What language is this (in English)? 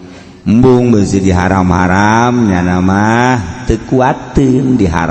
Sundanese